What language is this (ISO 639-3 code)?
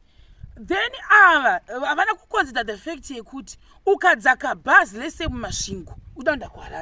sna